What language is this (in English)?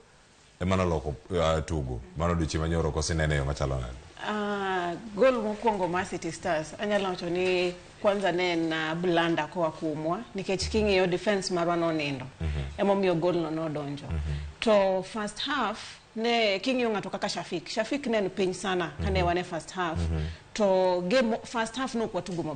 Luo (Kenya and Tanzania)